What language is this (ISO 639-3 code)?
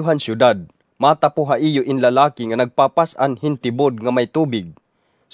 war